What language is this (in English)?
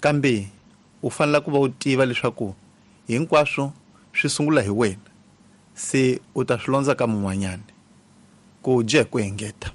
Tsonga